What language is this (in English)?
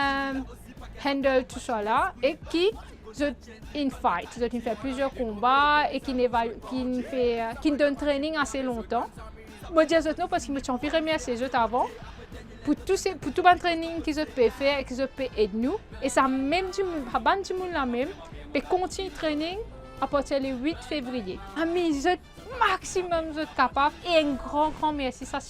Morisyen